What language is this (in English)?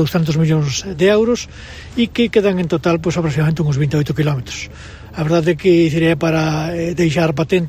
Galician